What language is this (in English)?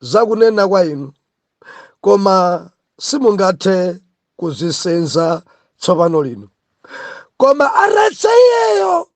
Nyanja